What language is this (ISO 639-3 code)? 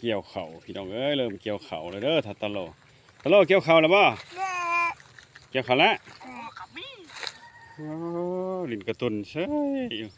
lao